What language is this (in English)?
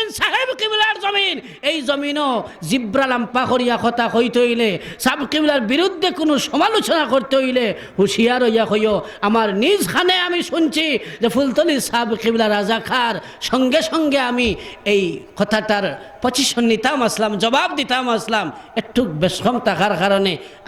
Sylheti